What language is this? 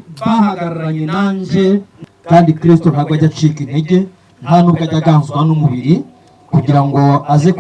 Kinyarwanda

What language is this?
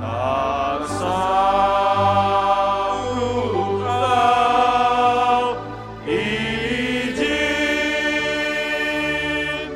Batak Simalungun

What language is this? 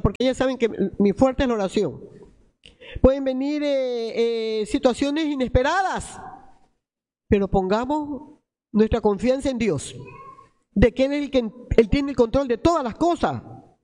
Spanish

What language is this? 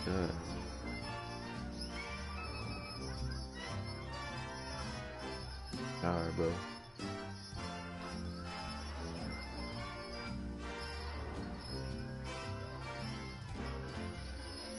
English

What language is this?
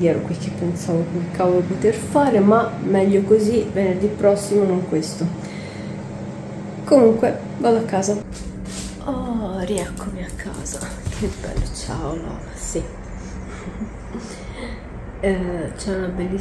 Italian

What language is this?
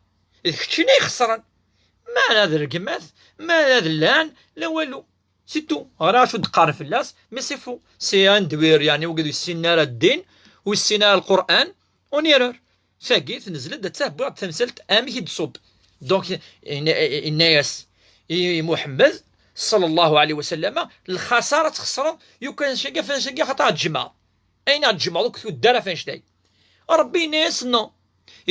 Kabyle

